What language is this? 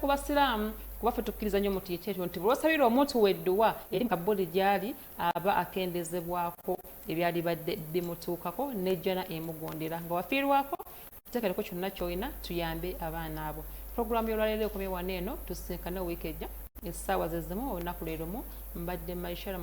Ganda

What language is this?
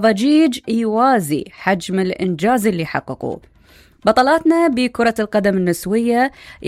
Mesopotamian Arabic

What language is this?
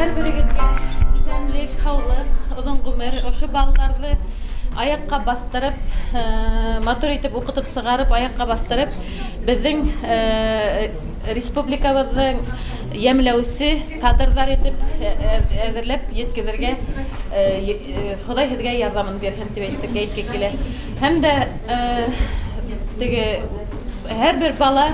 Bashkir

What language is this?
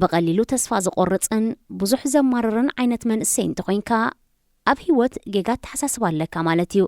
Tigrinya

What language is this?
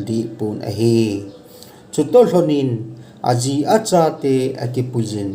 Thado Chin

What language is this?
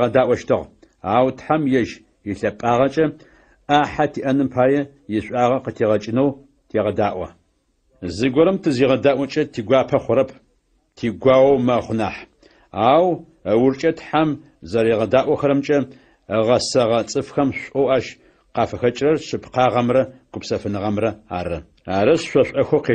Adyghe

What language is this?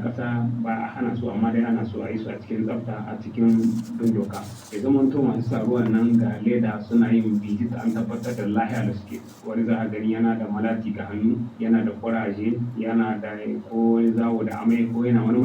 Hausa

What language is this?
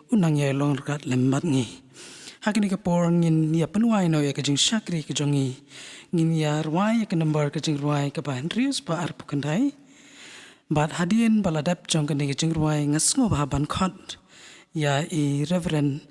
Khasi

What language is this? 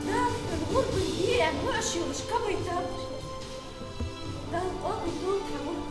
Ingush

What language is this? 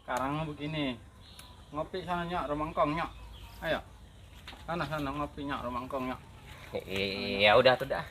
Betawi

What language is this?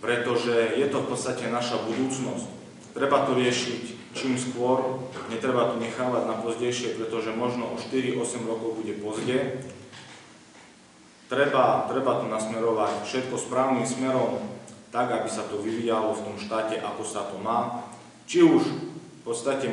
Slovak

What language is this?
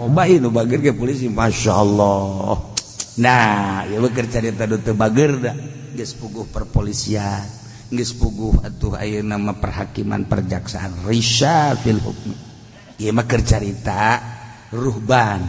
Sundanese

